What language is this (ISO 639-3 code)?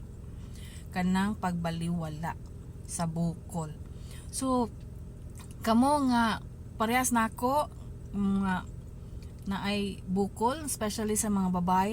ceb